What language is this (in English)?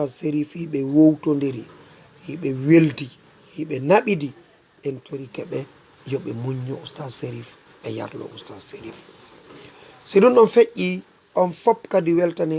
Fula